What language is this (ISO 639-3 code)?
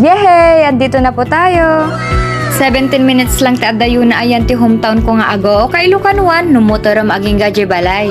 ilo